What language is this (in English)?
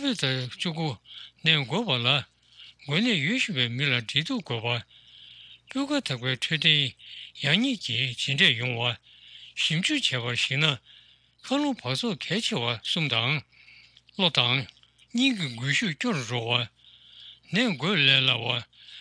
Tibetan